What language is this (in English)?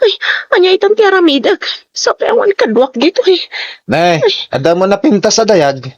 Iloko